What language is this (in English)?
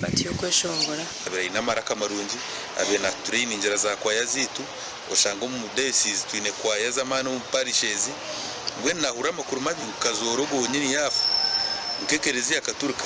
Nyankole